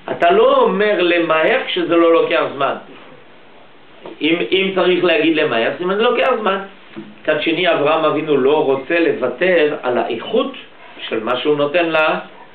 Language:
Hebrew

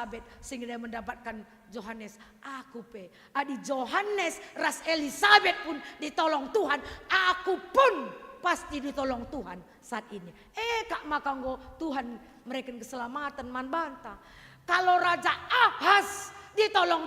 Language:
Batak Karo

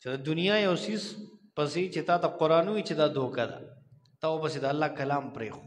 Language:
Pashto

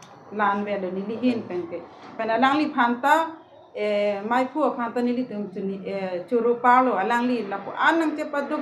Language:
Karbi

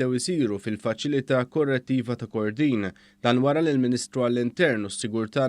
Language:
Maltese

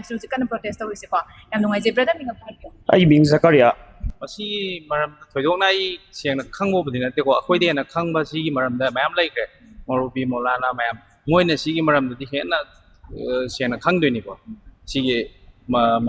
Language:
Manipuri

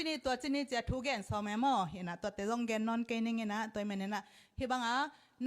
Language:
Tedim Chin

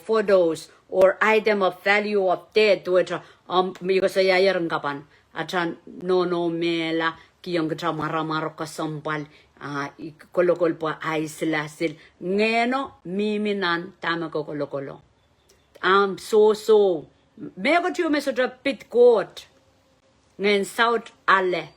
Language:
Pohnpeian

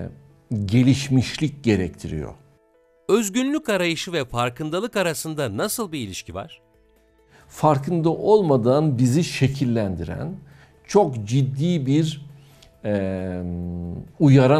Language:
Turkish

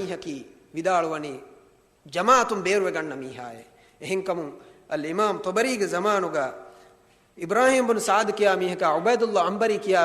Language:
Divehi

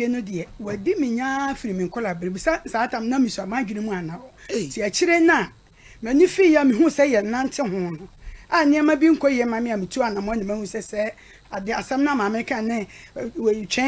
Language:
Akan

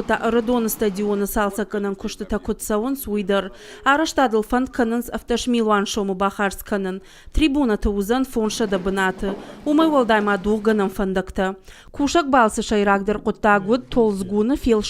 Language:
Ossetic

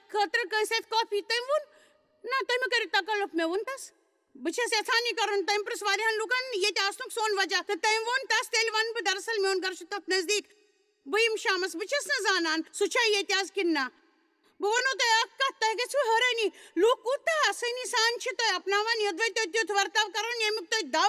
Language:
Kashmiri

